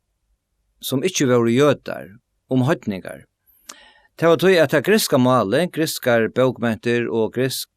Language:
Faroese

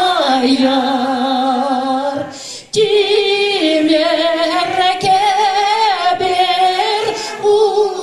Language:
Chuvash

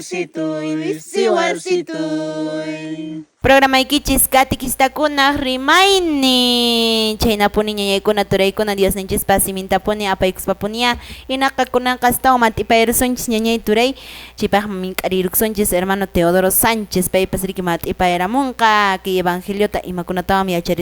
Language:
Quechua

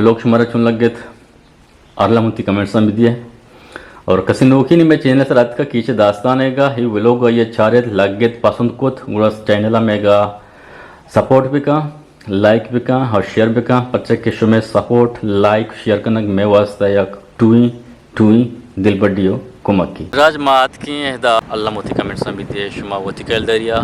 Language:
Eastern Balochi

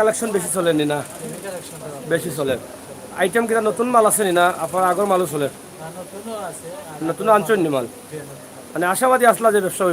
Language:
Sylheti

